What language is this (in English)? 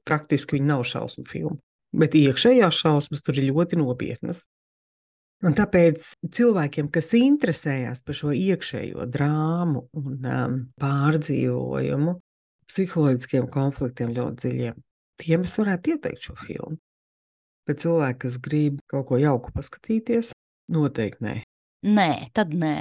Latvian